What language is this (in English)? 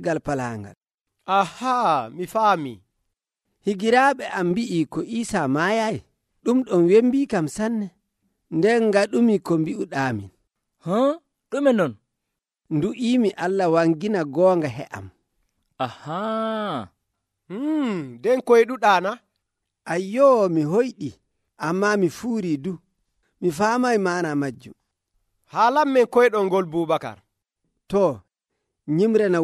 Nigerian Fulfulde